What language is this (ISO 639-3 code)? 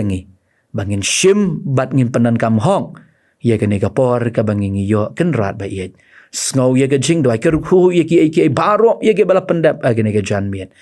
kha